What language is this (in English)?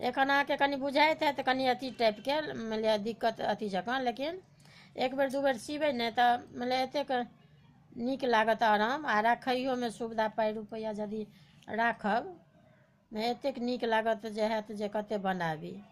Maithili